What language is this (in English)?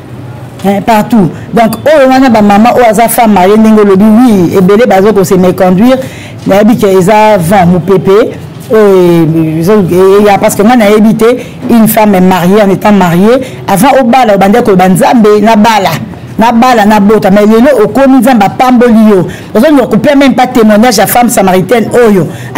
Lingala